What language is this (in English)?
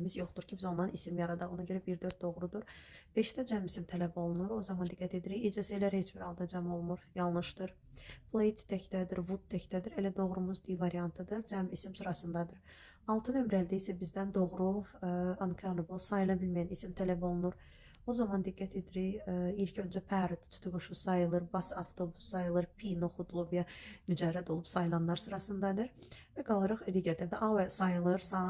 Azerbaijani